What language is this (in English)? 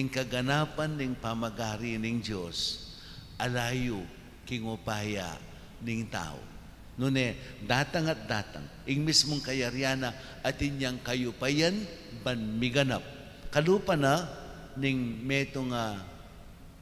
Pampanga